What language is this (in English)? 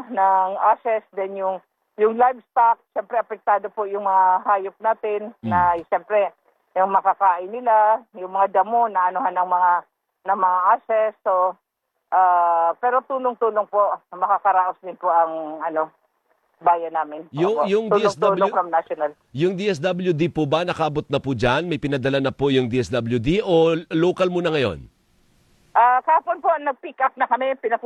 Filipino